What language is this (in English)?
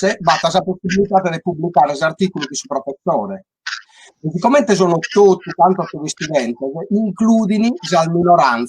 Sardinian